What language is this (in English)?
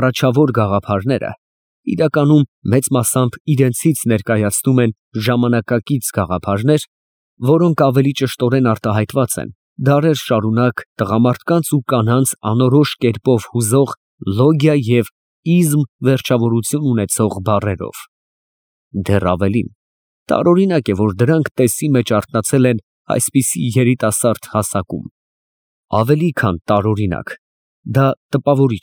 Armenian